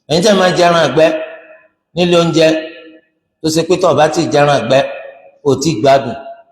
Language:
Yoruba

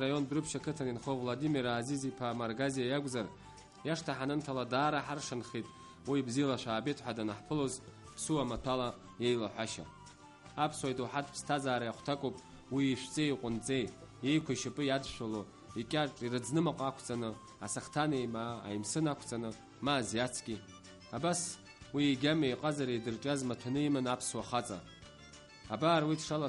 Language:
Abkhazian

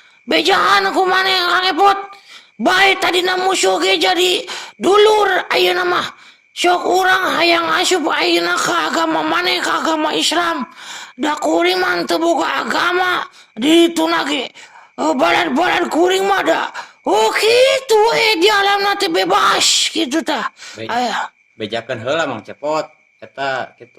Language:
Sundanese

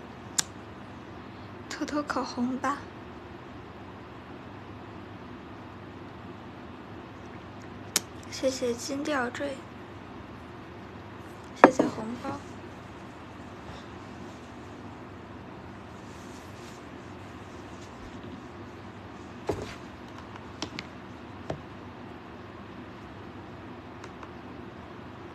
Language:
Chinese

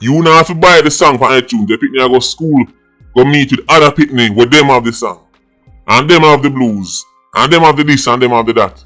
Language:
Jamaican Creole English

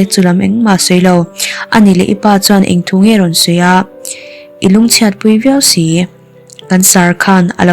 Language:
Mizo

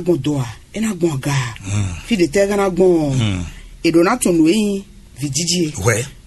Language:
Fon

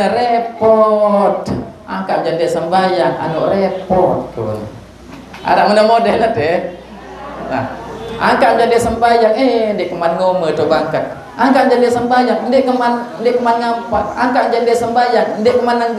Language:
Sasak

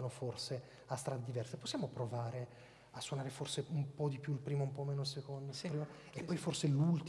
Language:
Italian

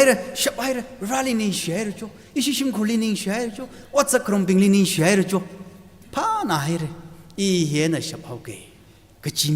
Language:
Tangkhul Naga (India)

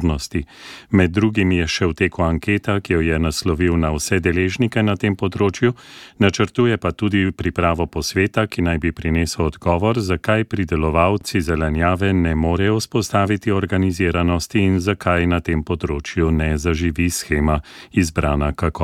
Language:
Slovenian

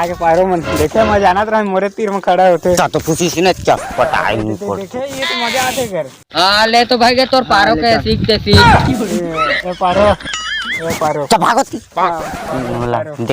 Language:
Chhattisgarhi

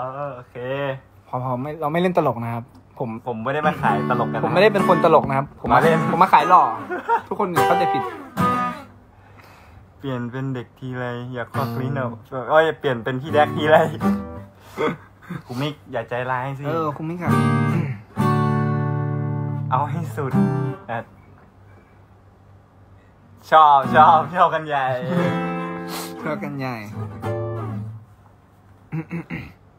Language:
Thai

